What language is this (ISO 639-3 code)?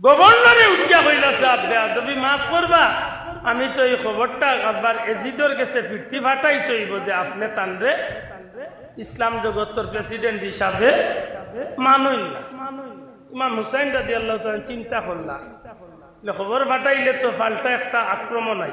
syl